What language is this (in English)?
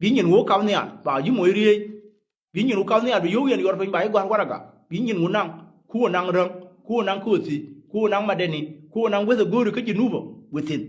Nuer